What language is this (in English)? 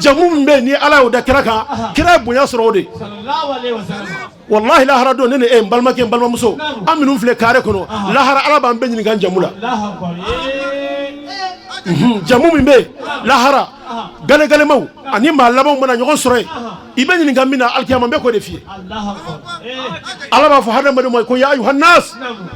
Bambara